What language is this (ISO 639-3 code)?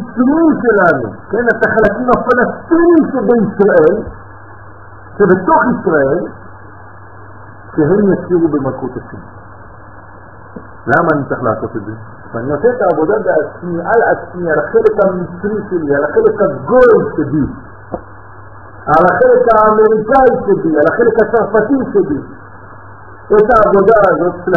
heb